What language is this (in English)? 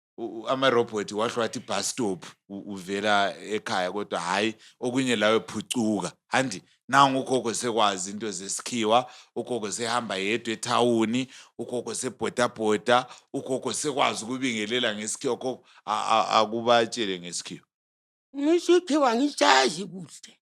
North Ndebele